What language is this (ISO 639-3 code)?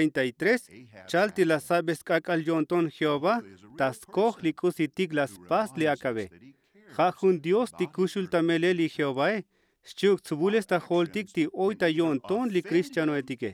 tzo